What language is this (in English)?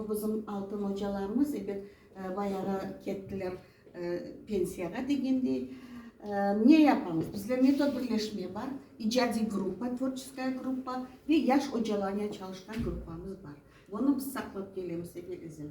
Crimean Tatar